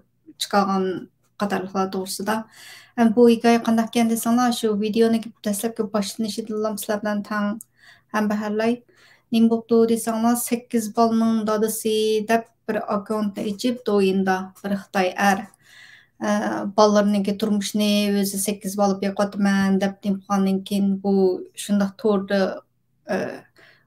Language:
Uyghur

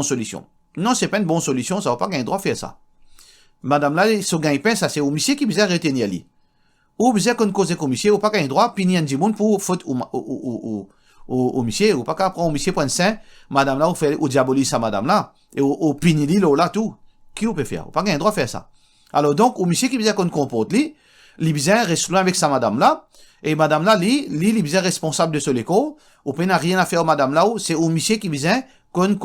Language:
Morisyen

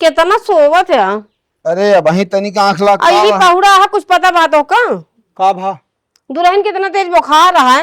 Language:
Awadhi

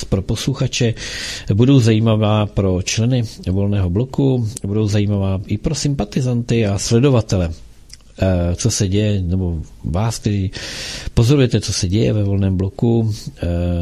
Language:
Czech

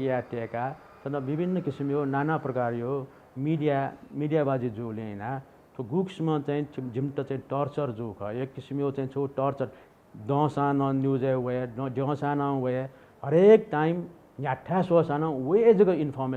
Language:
Newari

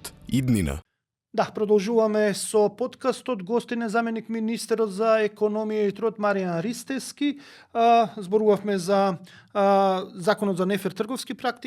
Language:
Macedonian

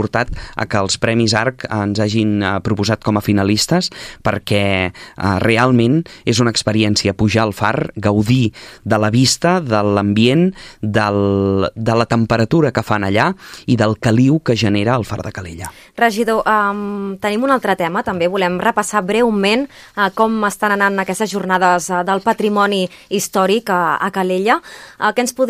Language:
Catalan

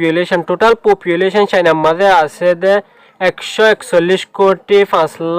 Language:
Rohingya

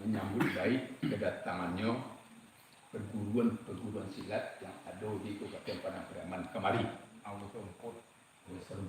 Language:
Minangkabau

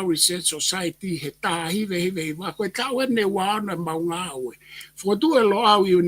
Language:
Tongan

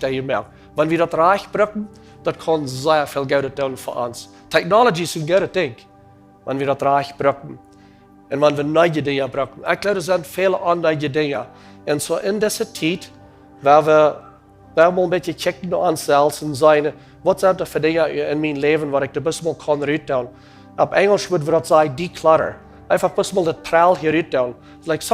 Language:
Plautdietsch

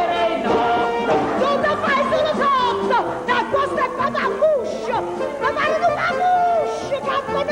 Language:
Neapolitan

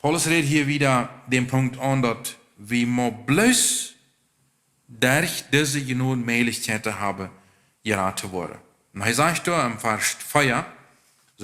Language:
Plautdietsch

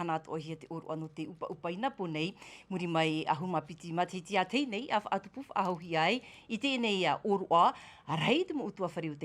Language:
Tahitian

